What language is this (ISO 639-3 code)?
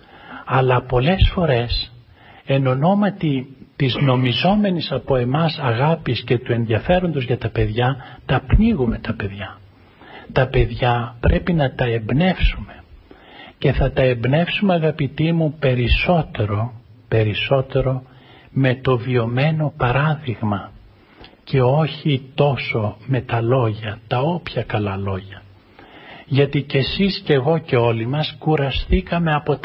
ell